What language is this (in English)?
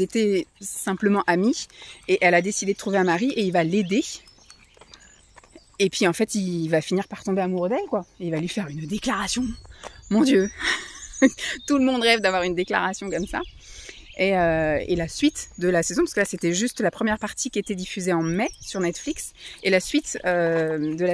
French